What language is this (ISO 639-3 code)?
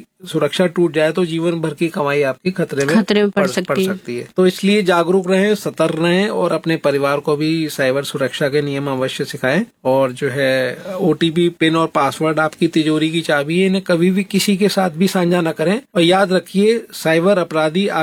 hin